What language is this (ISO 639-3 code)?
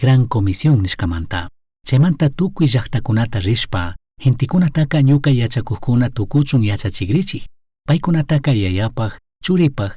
qug